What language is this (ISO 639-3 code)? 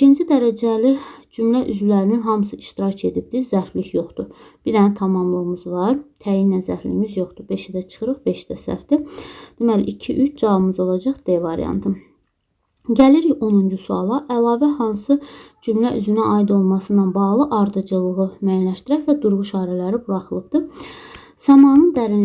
aze